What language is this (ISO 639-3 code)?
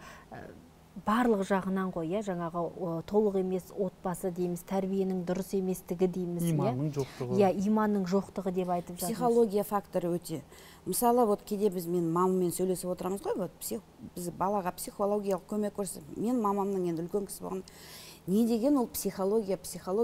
kaz